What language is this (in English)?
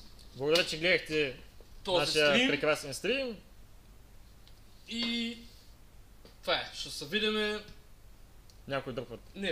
Bulgarian